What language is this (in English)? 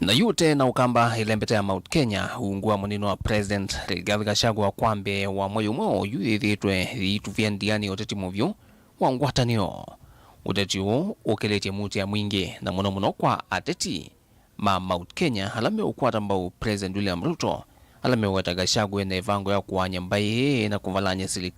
Kamba